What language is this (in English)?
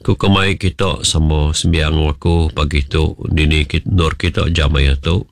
Iban